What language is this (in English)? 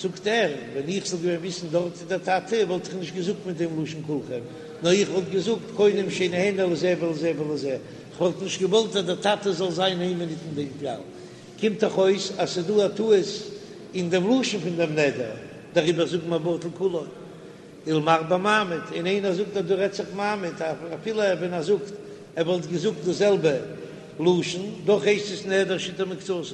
Yiddish